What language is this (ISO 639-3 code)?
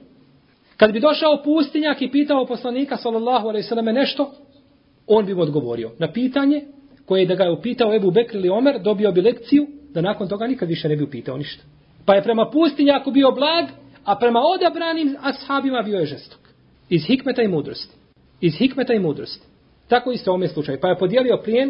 bos